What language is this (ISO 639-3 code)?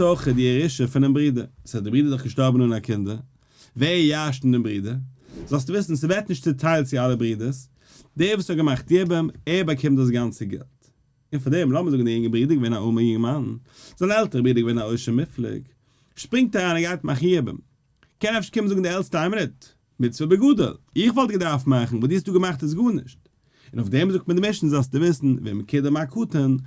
yid